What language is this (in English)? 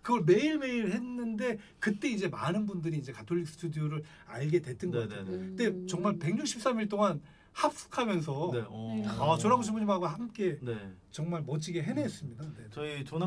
Korean